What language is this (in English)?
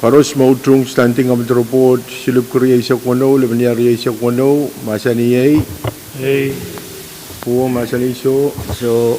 Pohnpeian